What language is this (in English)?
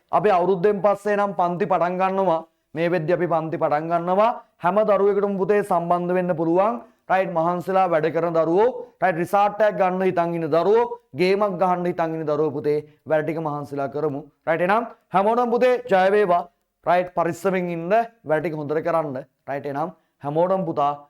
Sinhala